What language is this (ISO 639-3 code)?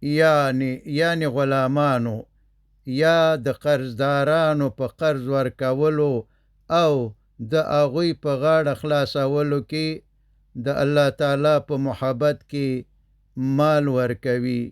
pus